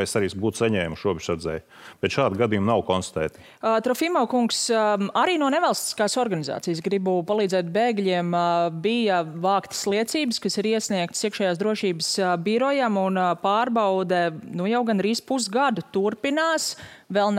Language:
Latvian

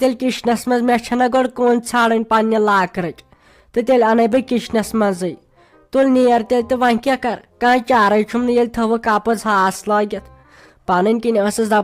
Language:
Kashmiri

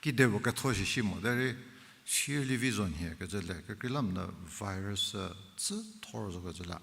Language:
Angami Naga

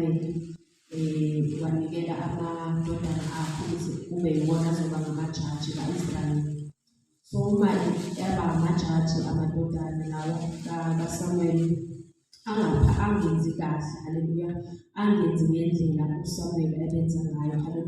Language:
Zulu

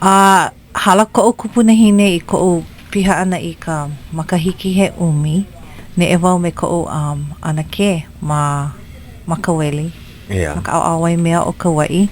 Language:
Hawaiian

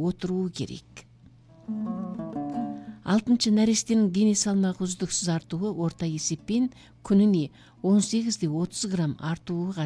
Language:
Kazakh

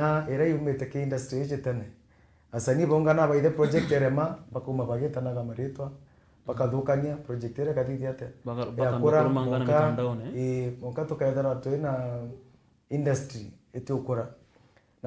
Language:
Meru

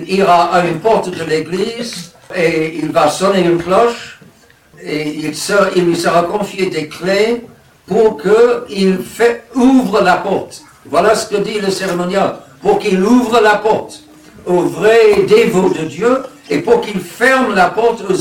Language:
French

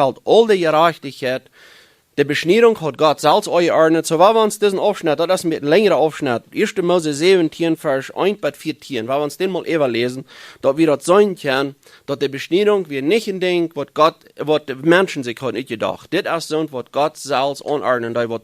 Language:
Plautdietsch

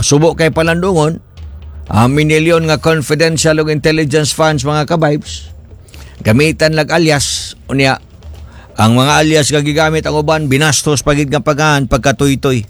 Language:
Cebuano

